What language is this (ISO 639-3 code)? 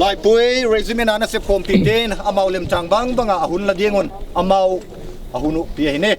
hmr